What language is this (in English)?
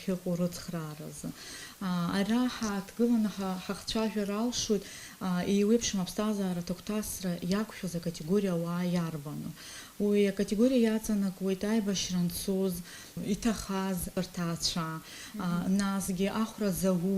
Abkhazian